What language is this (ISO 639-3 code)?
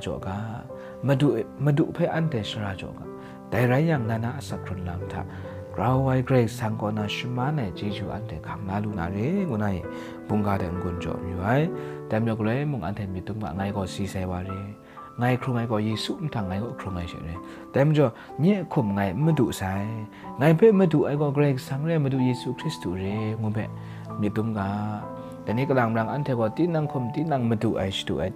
kac